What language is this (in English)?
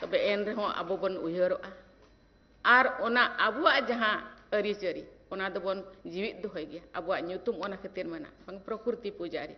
Santali